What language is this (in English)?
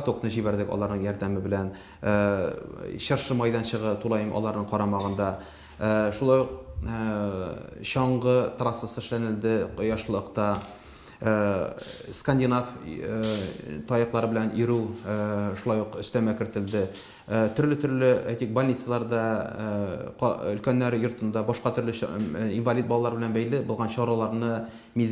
Tatar